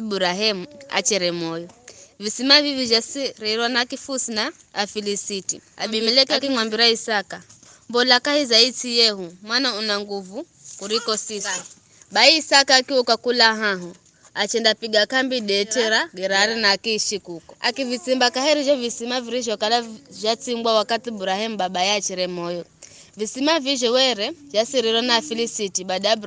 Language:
Giryama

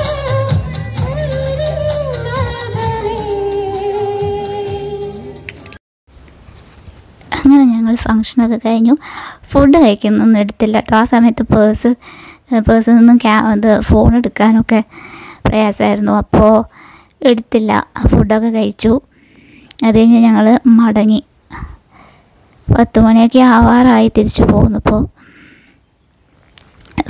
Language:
Malayalam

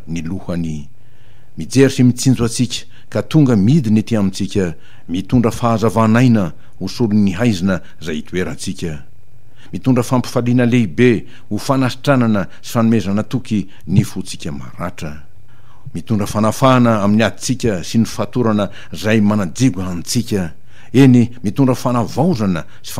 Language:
Malagasy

